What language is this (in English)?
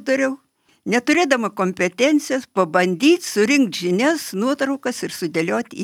Lithuanian